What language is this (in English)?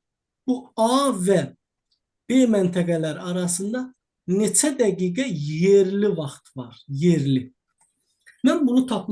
Azerbaijani